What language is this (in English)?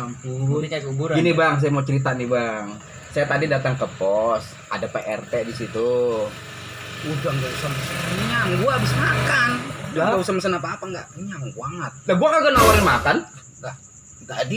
Betawi